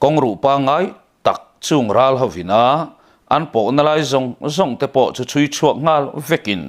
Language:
Mizo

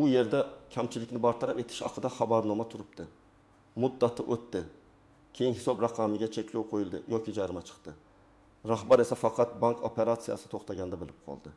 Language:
Uzbek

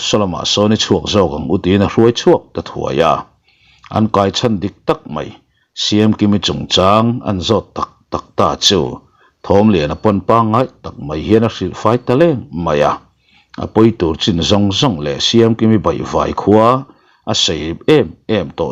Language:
Mizo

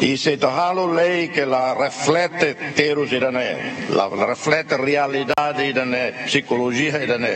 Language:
Tetum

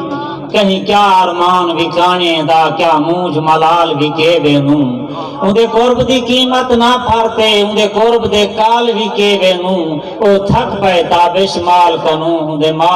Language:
Saraiki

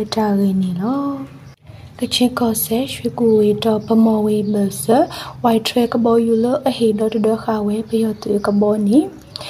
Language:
Burmese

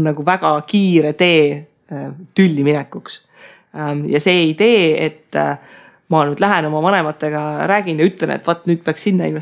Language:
Estonian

